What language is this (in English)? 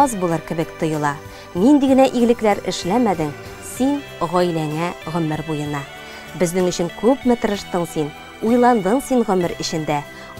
Tatar